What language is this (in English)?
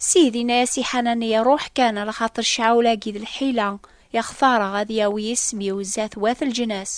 Kabyle